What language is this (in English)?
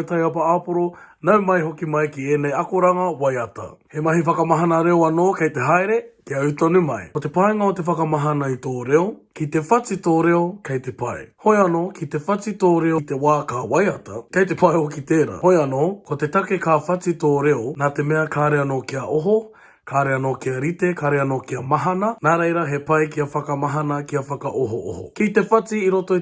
Māori